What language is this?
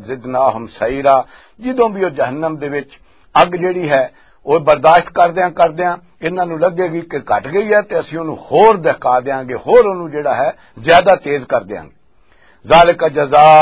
Western Panjabi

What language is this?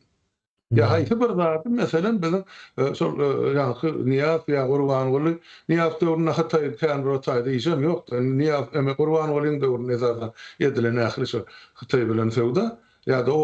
Turkmen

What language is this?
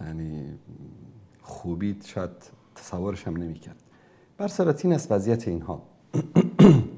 Persian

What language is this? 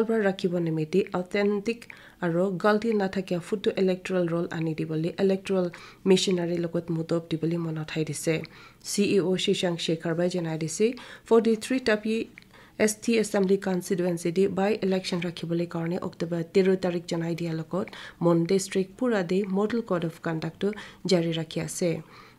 Naga Pidgin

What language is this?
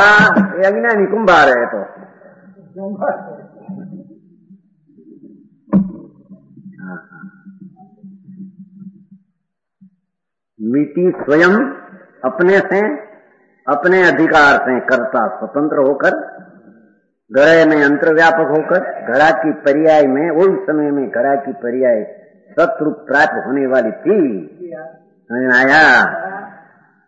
Hindi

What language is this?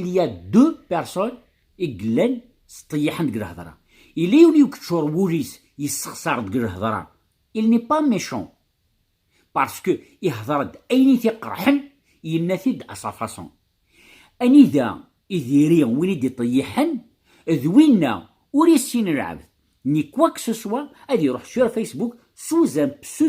Kabyle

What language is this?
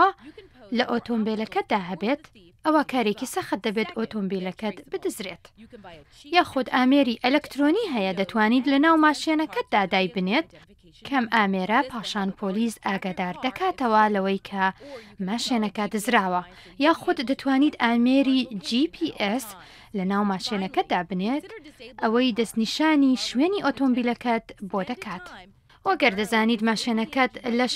Central Kurdish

